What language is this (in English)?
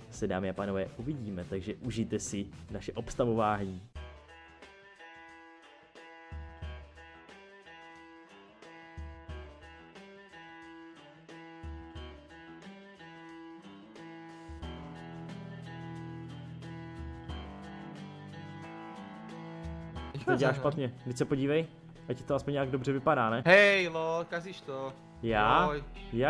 Czech